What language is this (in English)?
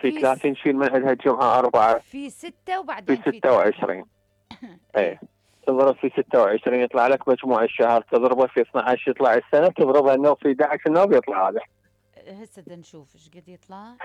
Mesopotamian Arabic